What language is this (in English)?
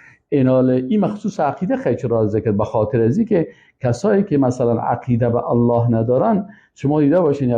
Persian